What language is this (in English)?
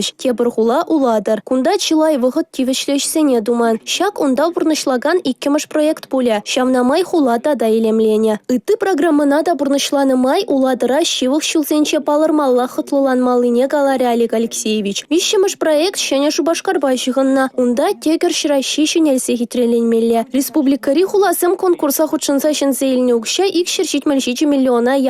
Chuvash